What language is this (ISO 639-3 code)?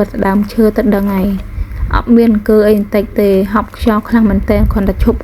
khm